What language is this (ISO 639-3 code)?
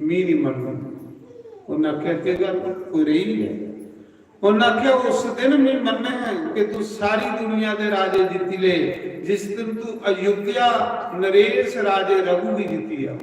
doi